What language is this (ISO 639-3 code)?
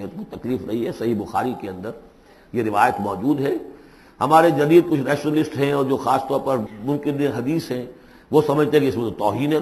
urd